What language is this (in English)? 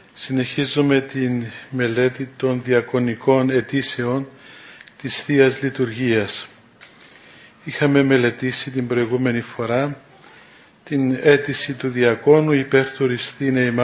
Greek